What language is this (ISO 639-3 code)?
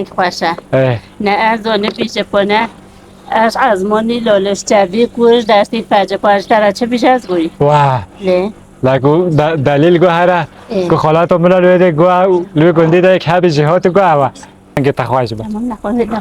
kur